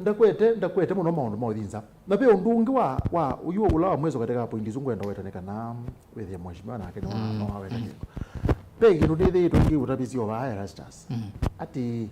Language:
Kamba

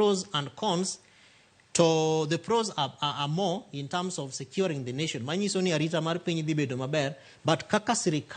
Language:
Luo (Kenya and Tanzania)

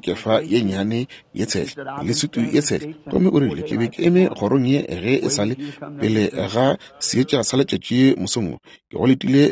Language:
Northern Sotho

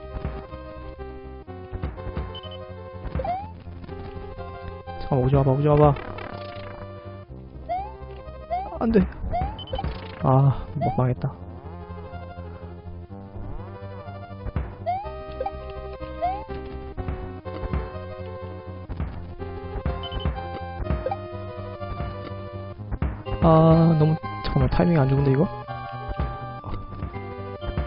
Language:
Korean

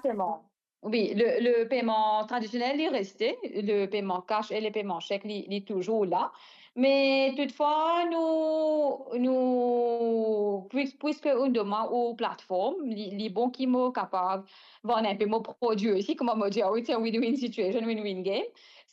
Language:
Morisyen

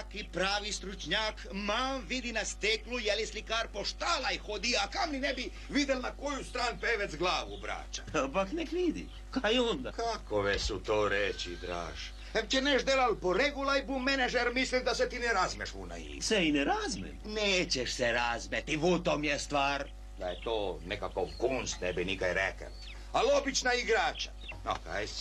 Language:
Croatian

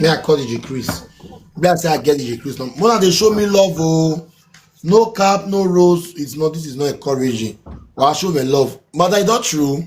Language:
Nigerian Pidgin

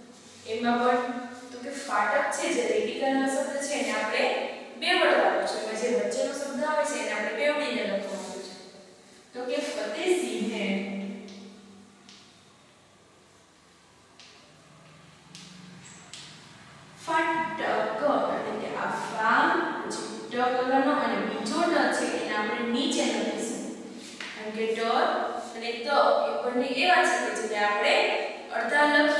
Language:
Gujarati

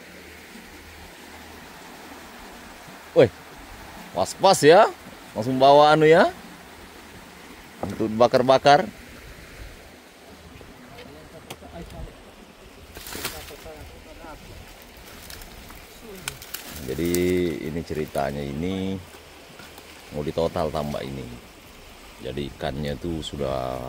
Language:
Indonesian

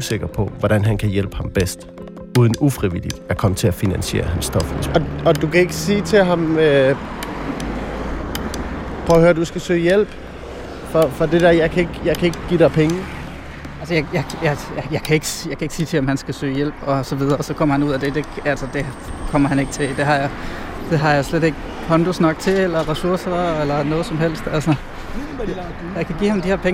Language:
Danish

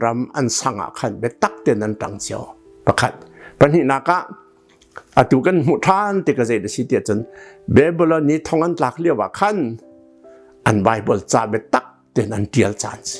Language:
Hakha Chin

